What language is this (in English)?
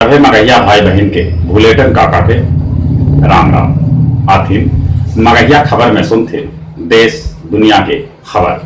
Magahi